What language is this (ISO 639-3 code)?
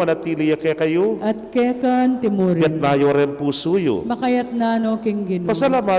pam